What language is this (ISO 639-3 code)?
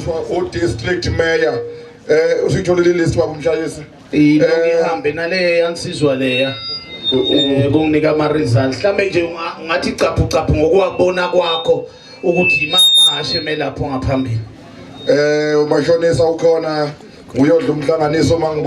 zul